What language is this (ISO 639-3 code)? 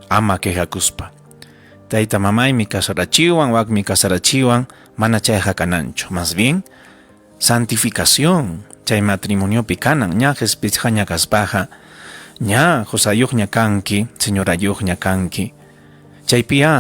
quy